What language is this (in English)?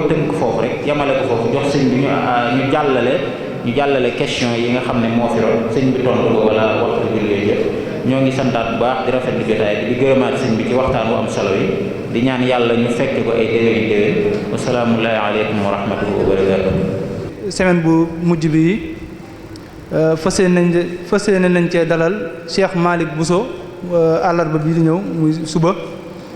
Wolof